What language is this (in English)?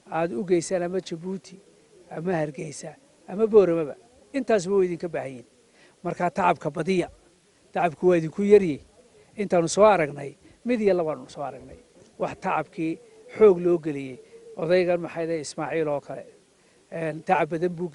Somali